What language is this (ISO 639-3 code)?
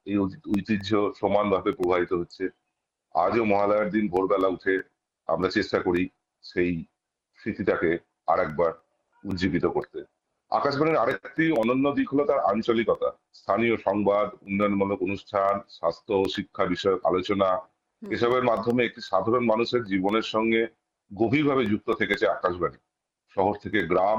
ben